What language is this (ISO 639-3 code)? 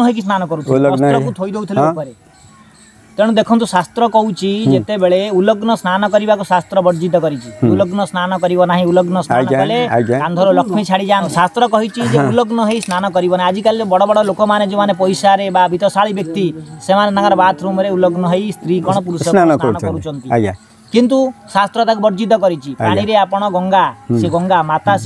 ori